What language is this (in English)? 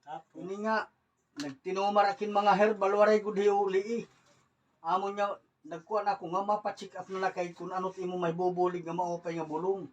Waray